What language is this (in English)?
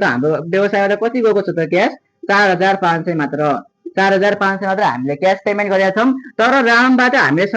Nepali